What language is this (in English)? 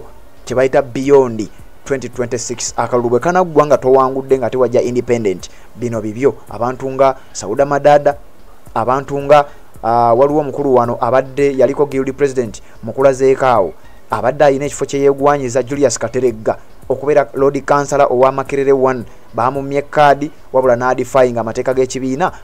Ganda